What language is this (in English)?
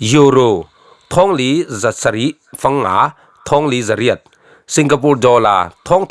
Falam Chin